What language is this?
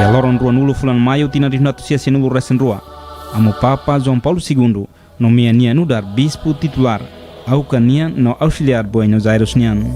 Tetum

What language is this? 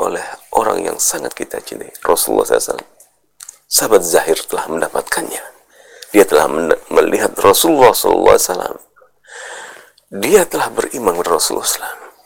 Indonesian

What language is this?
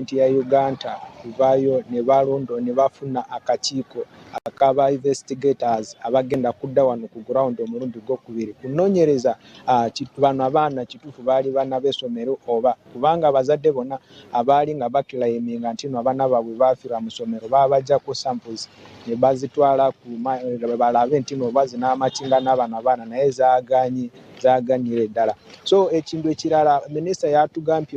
Ganda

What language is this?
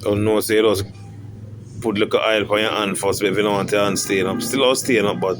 Jamaican Creole English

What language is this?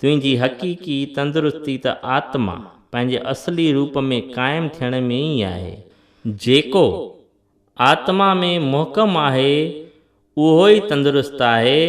Sindhi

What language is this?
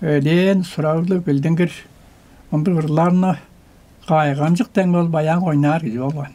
Tuvinian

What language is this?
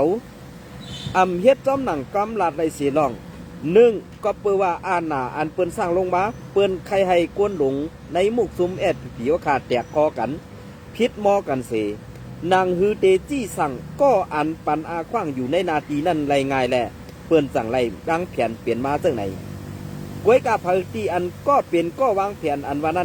Shan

